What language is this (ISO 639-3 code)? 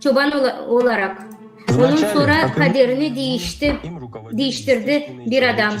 gag